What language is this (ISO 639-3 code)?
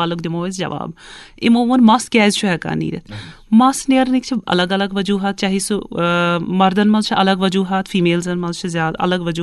kas